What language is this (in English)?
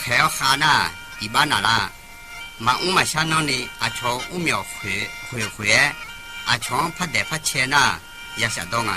Akha